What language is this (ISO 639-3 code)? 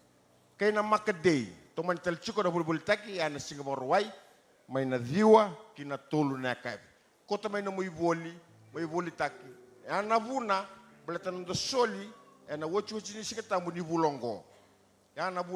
fij